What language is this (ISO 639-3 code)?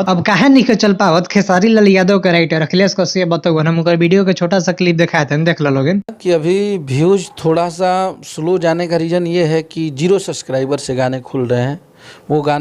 bho